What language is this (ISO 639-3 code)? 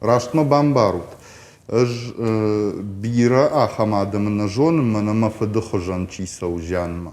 oss